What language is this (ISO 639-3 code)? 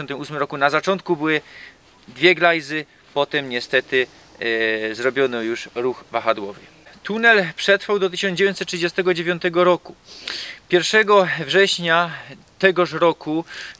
szl